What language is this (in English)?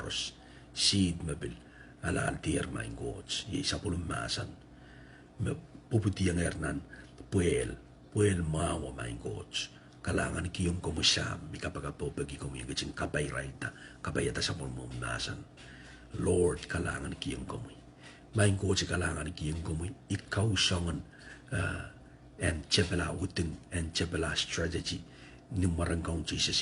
Pohnpeian